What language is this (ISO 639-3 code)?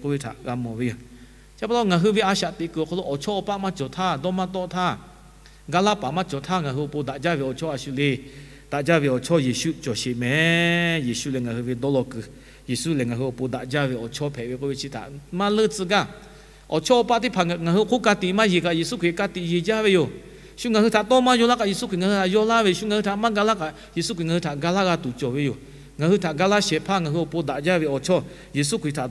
lhu